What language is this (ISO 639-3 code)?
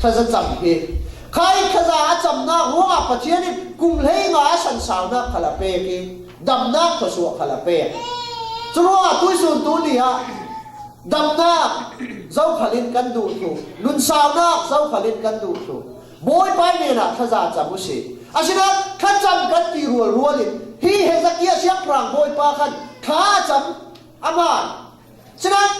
cfm